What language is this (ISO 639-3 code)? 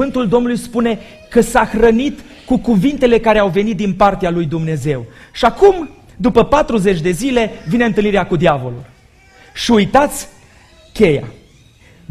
ron